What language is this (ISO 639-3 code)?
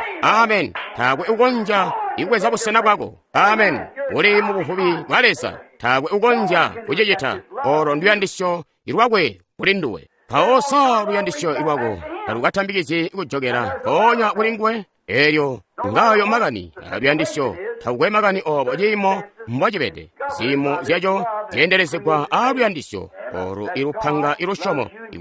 toi